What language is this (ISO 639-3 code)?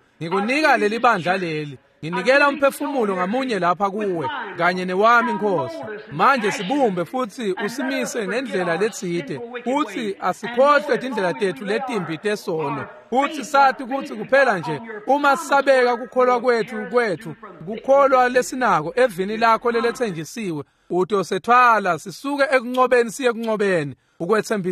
ssw